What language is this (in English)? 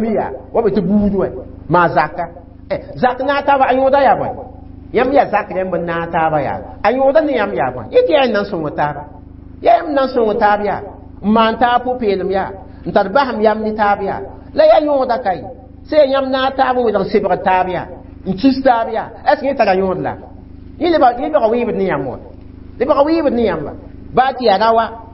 Mossi